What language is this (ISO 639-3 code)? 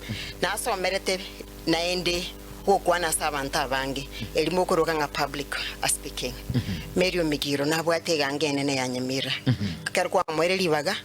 guz